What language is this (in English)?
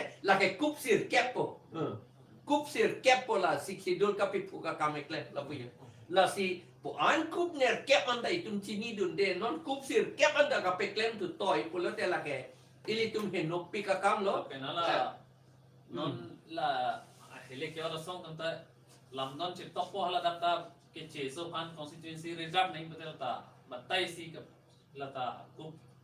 Karbi